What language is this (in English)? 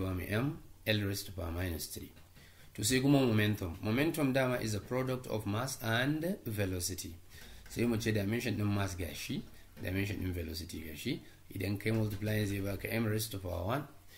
Hausa